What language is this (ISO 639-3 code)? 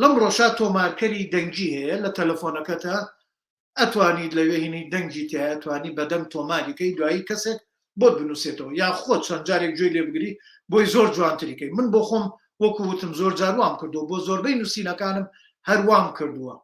ckb